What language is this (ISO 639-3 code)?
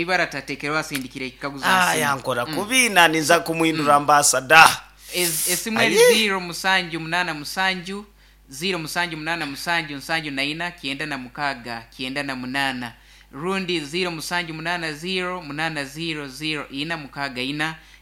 nyn